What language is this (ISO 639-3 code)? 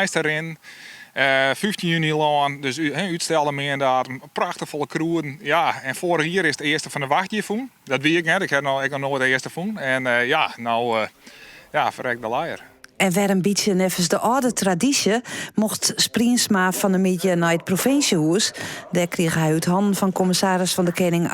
fry